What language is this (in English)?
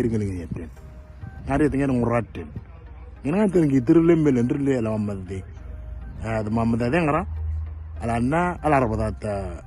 Moro